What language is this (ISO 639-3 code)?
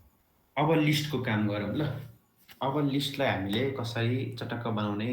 nep